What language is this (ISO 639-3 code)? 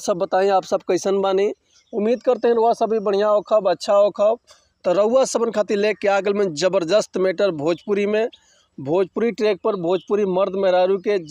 bho